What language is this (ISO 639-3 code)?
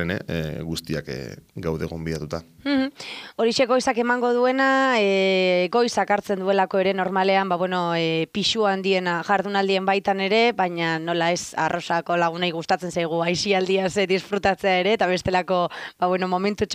eus